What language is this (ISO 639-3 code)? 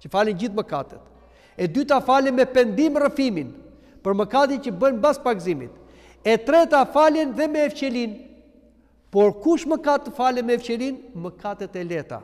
sqi